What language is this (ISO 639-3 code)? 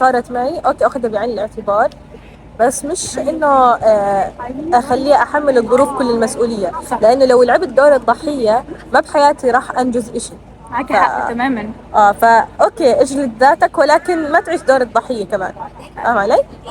arz